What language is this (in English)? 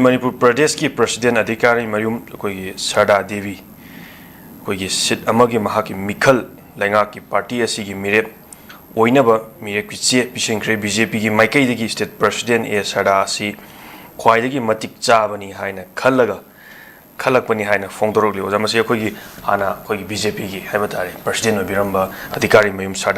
Manipuri